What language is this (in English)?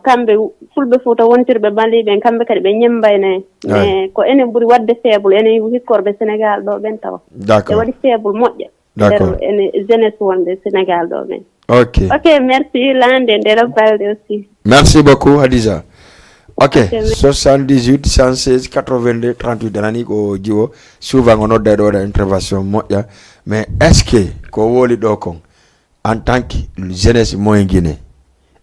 Fula